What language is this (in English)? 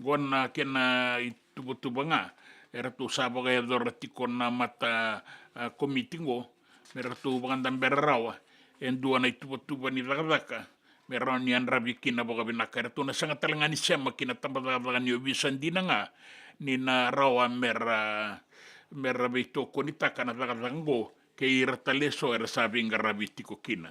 Fijian